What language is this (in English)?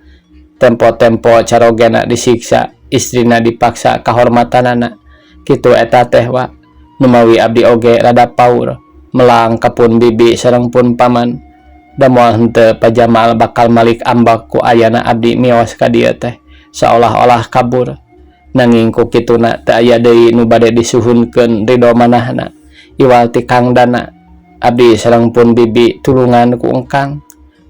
Sundanese